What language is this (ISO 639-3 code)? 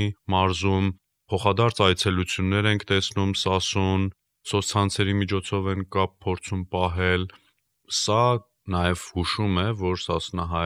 hye